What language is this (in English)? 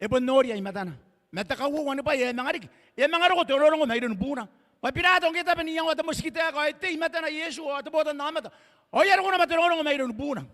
Gilbertese